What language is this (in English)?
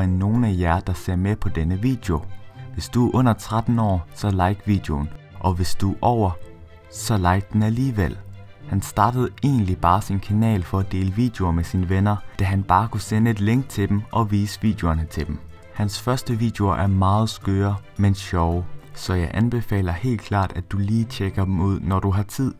Danish